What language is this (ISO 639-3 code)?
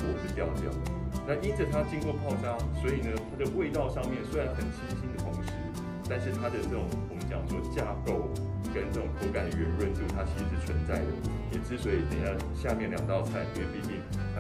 zho